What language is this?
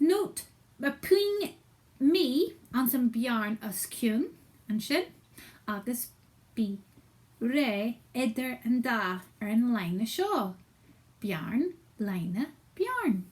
Scottish Gaelic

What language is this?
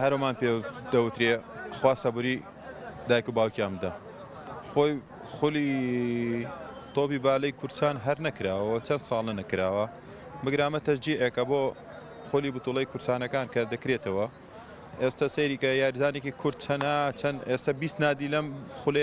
Central Kurdish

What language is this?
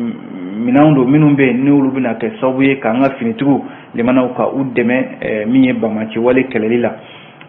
Bambara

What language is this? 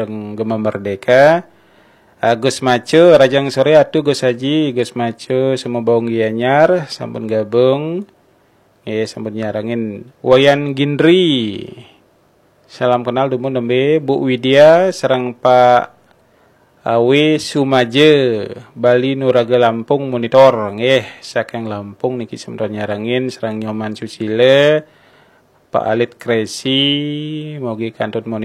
Balinese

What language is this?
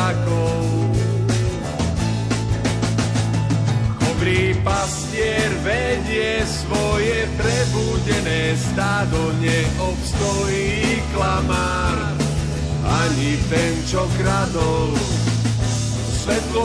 Slovak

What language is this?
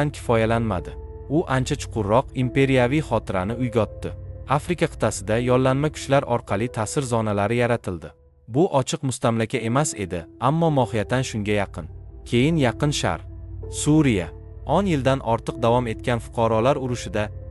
Uzbek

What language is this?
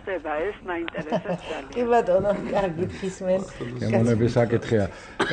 Georgian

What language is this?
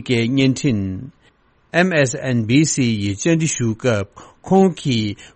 Tibetan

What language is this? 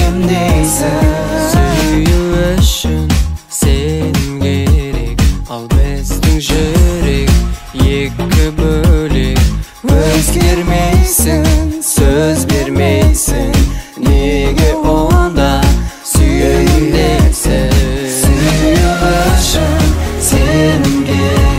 Kazakh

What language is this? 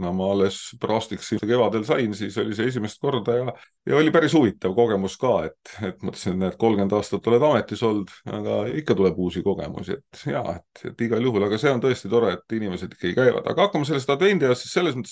Estonian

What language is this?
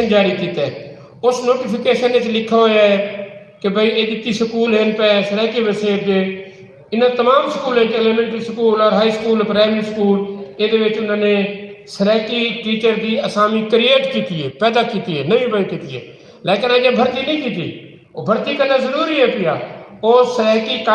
Saraiki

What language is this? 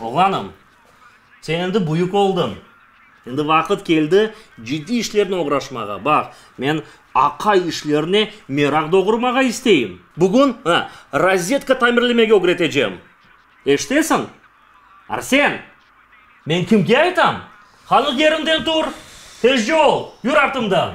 Crimean Tatar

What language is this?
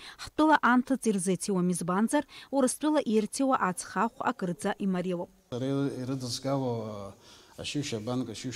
Abkhazian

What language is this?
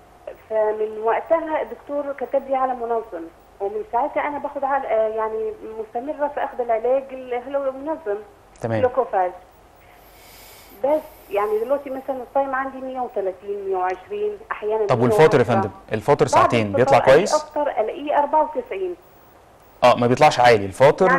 Egyptian Arabic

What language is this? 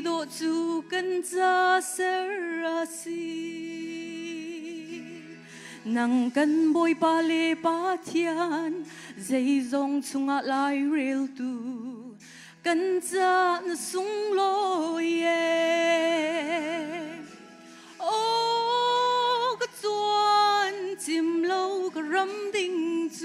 Hakha Chin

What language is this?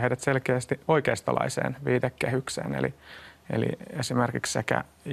Finnish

